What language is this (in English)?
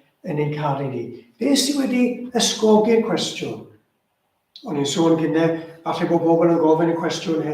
Welsh